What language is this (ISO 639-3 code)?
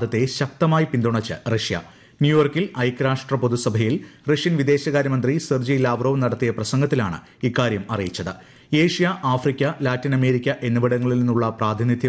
mal